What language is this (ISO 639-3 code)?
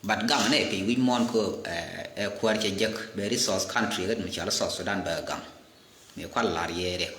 nus